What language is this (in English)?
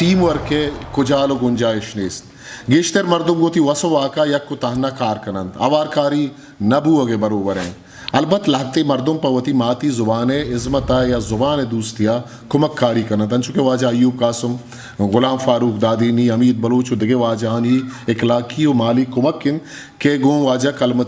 Eastern Balochi